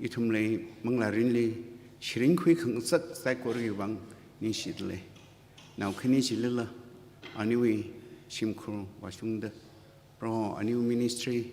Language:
Tangkhul Naga (India)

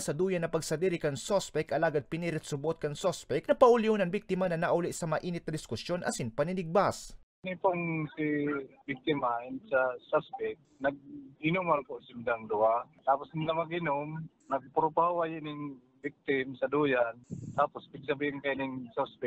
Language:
Bikol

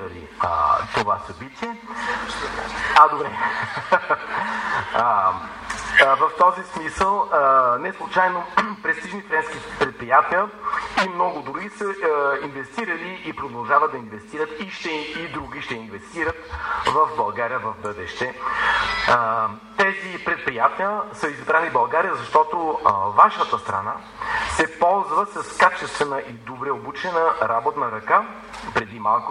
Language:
Bulgarian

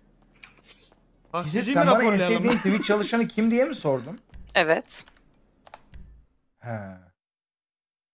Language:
Turkish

